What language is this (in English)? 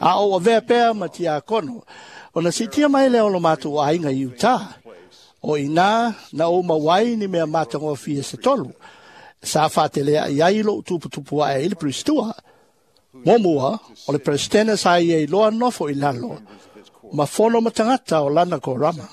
Samoan